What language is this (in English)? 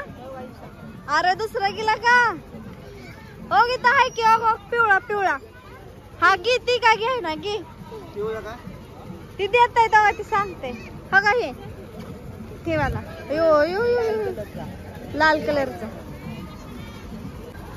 Marathi